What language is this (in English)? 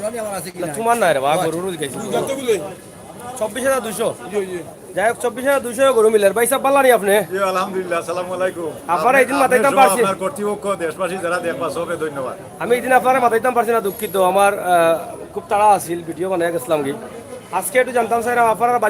Sylheti